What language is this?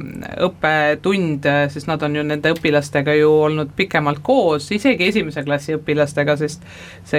Estonian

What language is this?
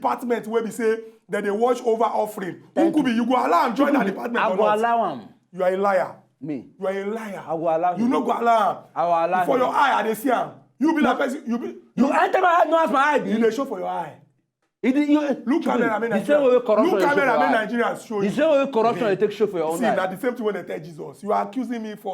Nigerian Pidgin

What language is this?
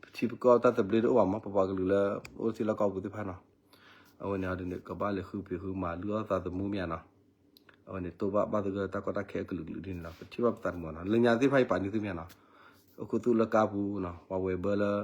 S'gaw Karen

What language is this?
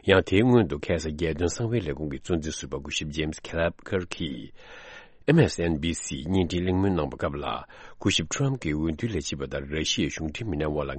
Tibetan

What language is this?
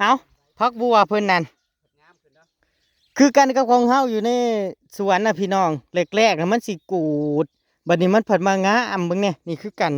Northeastern Thai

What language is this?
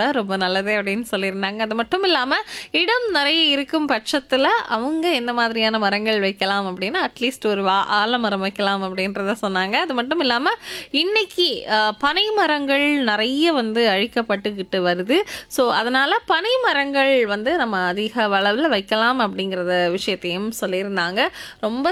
Tamil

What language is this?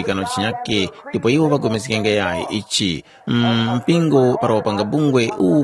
Tumbuka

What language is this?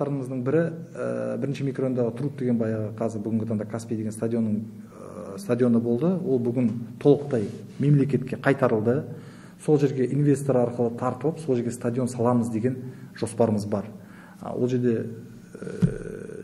Kazakh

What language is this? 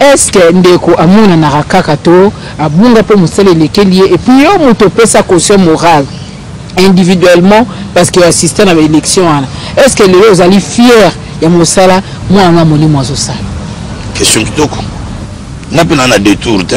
Lingala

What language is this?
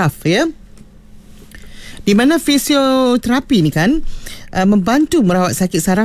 Malay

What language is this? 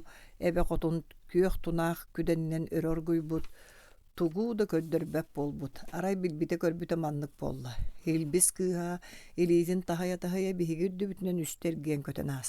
Yakut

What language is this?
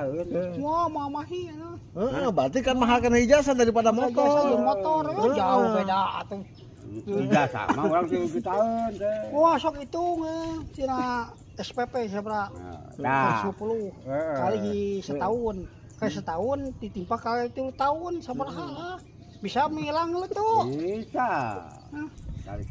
Sundanese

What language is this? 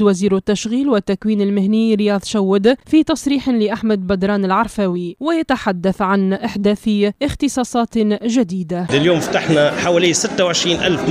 Tunisian Arabic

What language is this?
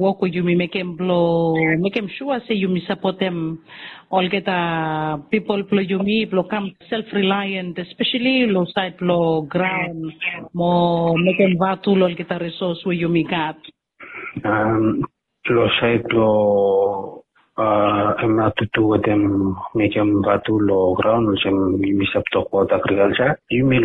Bislama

